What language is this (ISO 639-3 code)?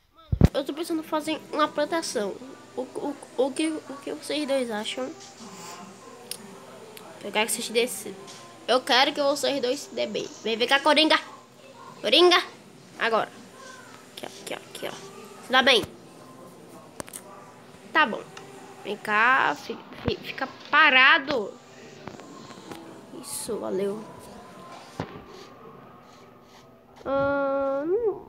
por